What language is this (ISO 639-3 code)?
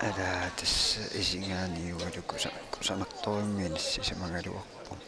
kal